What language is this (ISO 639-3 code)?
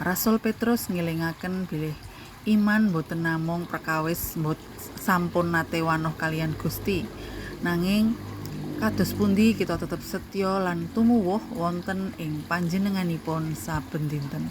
jav